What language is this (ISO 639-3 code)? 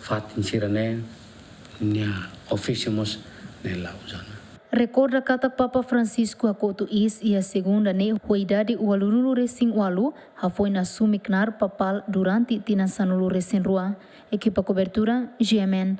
tet